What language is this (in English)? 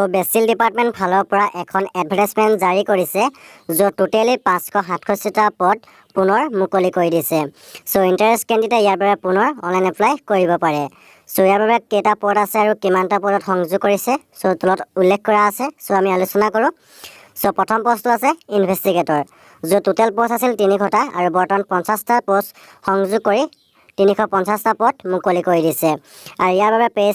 Assamese